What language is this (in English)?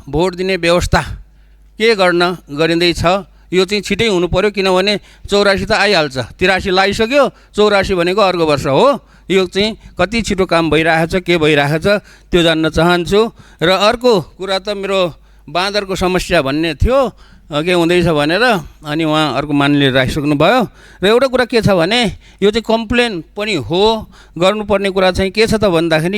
Nepali